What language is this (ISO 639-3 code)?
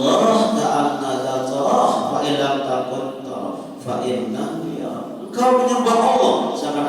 sas